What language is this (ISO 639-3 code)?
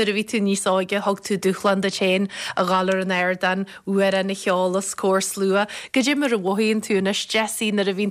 gle